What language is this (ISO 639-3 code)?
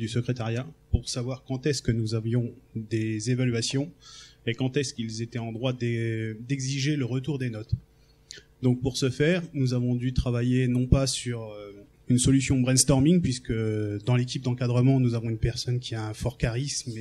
fra